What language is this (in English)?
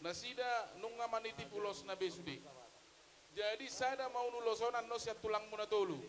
Batak Toba